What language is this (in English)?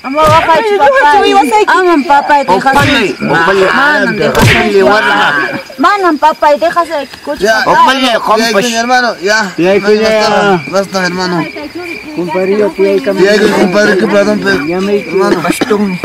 Ayacucho Quechua